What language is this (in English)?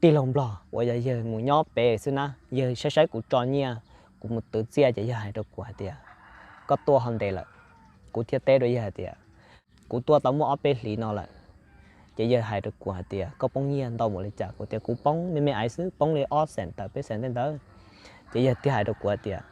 Hmong